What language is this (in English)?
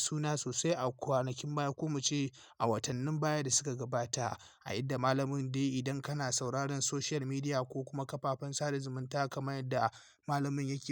Hausa